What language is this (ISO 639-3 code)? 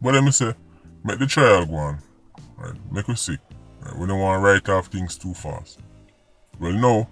jam